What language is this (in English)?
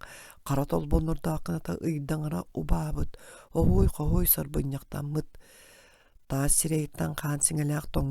Yakut